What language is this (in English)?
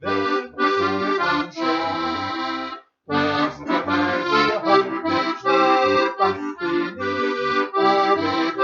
Bavarian